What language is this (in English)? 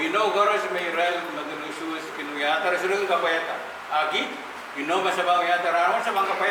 Pohnpeian